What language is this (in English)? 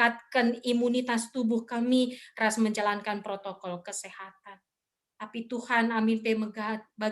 Batak Karo